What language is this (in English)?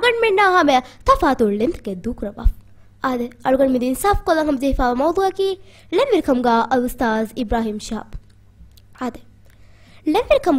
Divehi